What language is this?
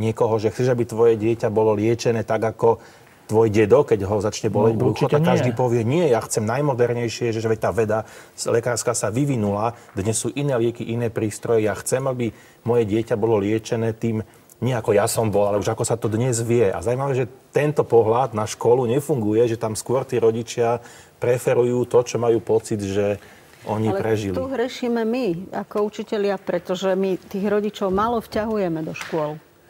Slovak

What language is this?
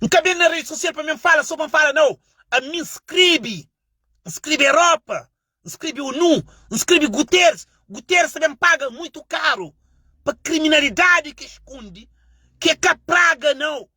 Kabuverdianu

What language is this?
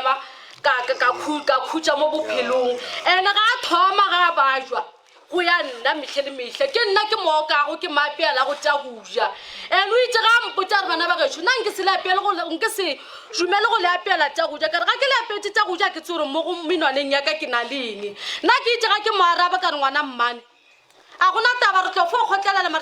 Northern Sotho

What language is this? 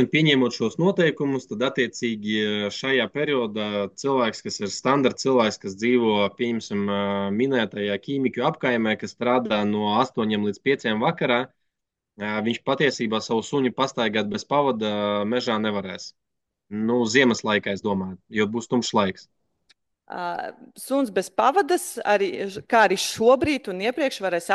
Latvian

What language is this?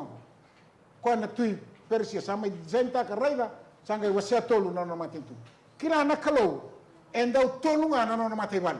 Fijian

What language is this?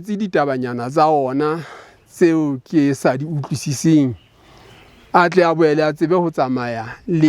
Southern Sotho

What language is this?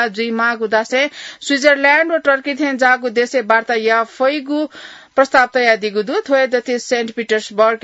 Newari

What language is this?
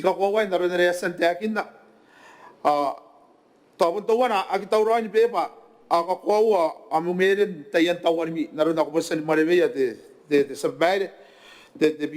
Gilbertese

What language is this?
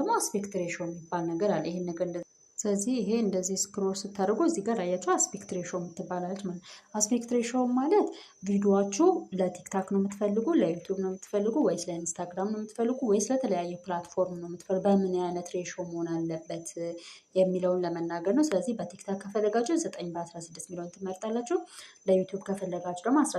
Amharic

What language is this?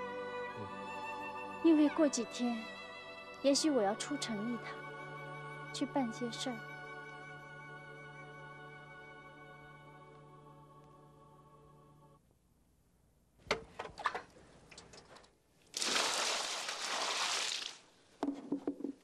Chinese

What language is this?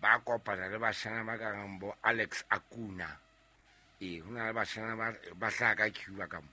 Southern Sotho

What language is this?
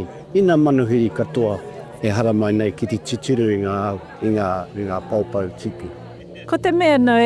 Māori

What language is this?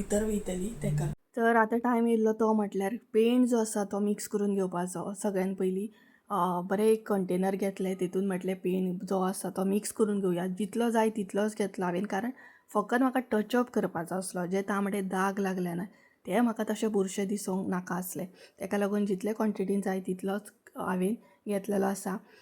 Konkani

